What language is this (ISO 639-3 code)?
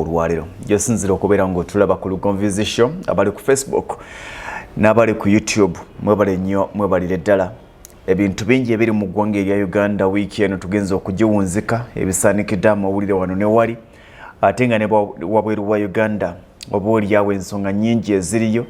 lug